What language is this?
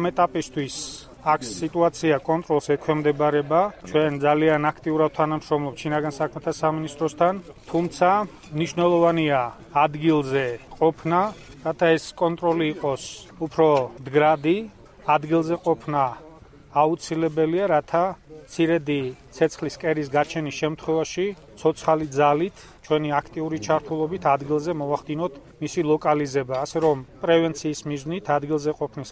Georgian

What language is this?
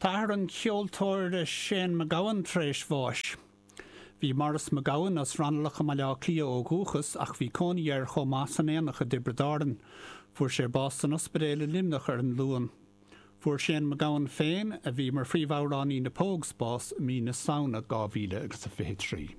Irish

